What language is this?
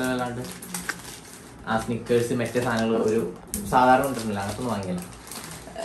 Malayalam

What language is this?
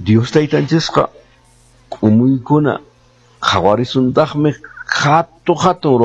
Quechua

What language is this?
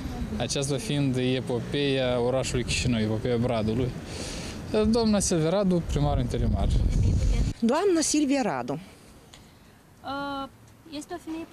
Romanian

